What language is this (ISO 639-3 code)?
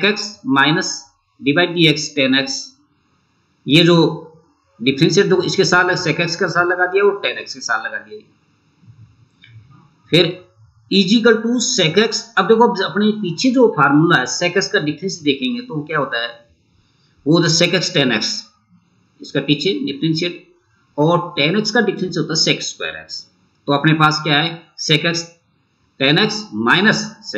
hin